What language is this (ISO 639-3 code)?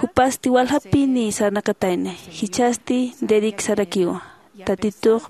aym